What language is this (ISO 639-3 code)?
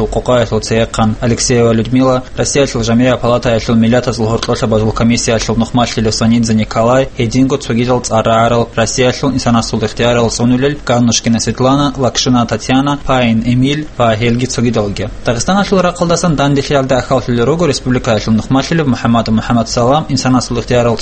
ava